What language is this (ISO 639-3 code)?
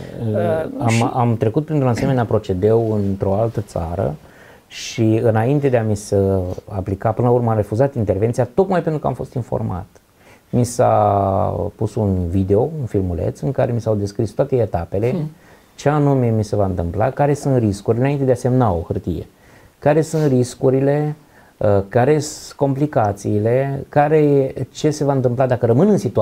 ron